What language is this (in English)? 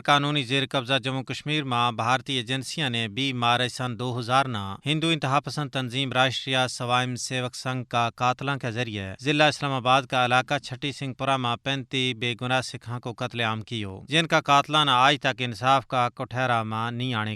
Gujari